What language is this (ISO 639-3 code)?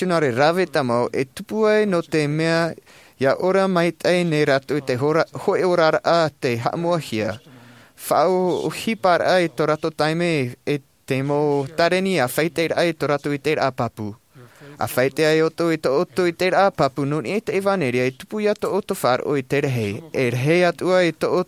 tah